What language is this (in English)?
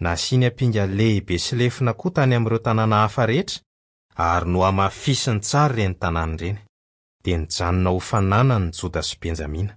Malagasy